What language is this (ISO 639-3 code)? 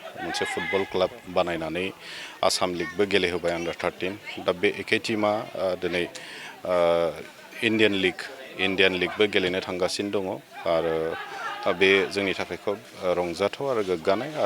brx